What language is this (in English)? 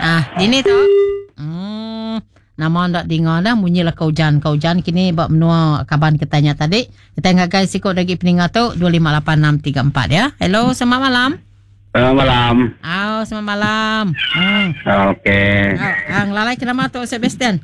Iban